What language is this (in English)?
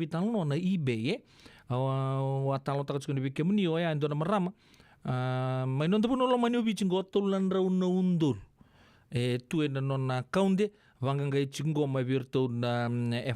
Fijian